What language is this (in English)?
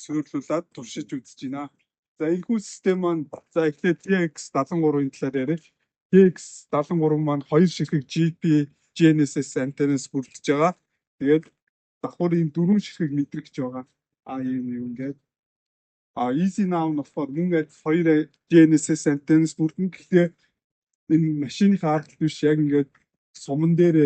Mongolian